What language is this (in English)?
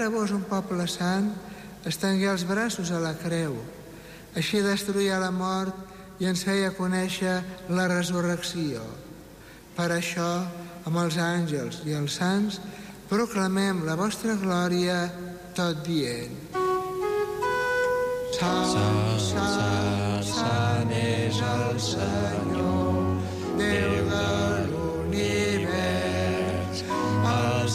Catalan